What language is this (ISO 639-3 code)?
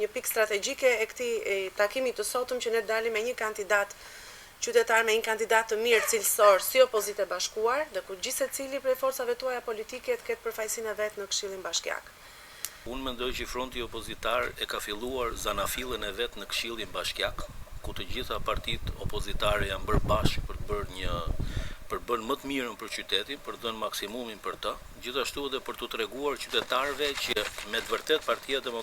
sqi